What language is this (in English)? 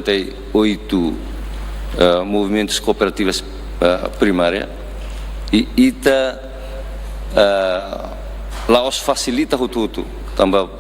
Tetum